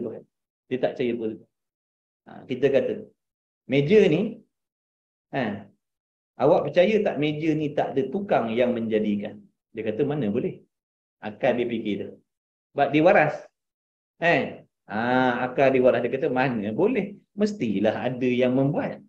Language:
Malay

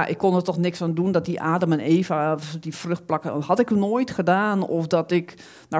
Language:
Dutch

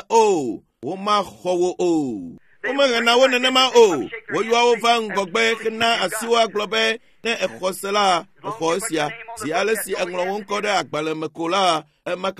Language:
Ewe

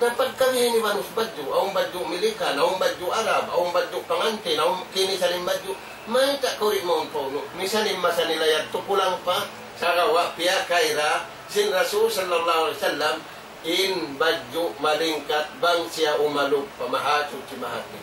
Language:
Tausug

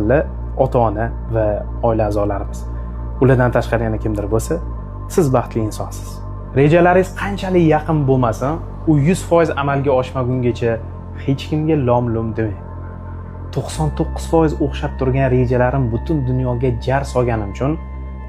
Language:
Uzbek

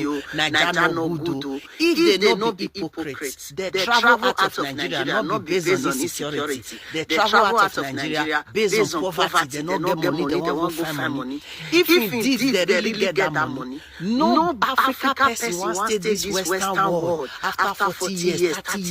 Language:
Nigerian Pidgin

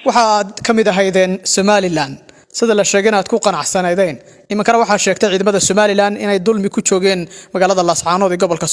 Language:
Somali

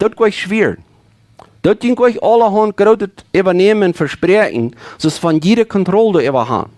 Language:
Plautdietsch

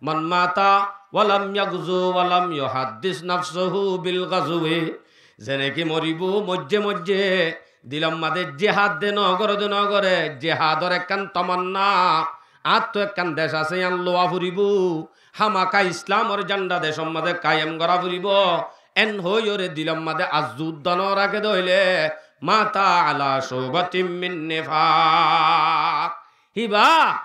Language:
Rohingya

